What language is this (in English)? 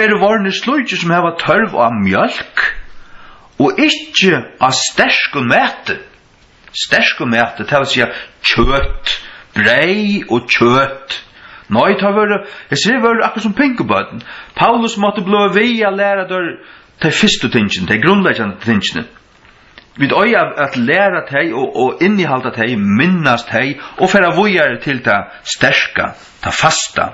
Faroese